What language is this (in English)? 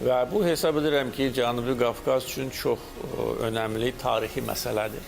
Azerbaijani